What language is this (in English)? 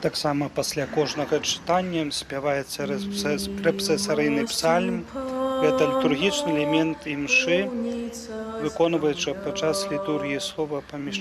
Belarusian